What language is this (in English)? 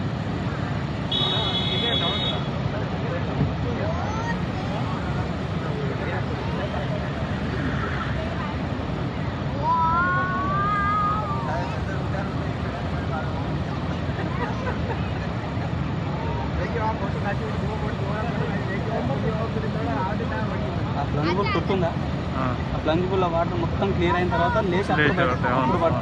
Telugu